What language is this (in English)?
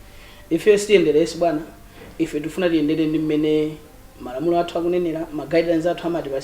Nyanja